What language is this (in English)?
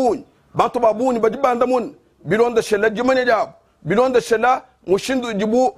Luba-Lulua